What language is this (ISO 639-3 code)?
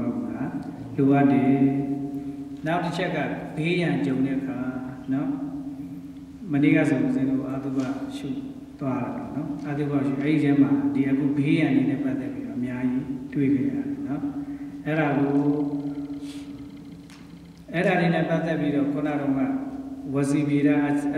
mya